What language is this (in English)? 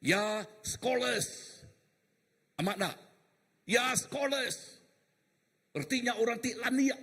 Iban